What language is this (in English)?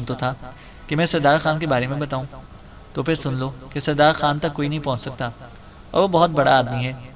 Urdu